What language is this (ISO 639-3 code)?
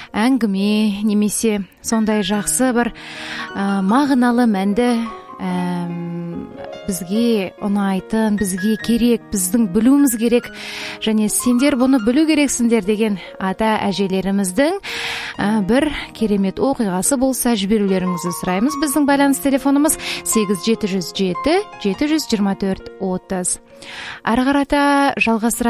kaz